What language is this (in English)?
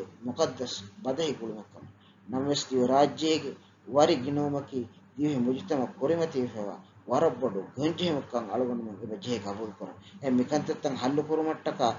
Divehi